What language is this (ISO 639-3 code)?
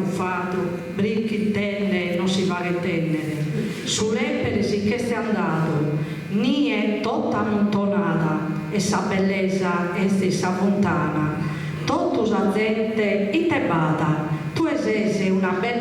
srd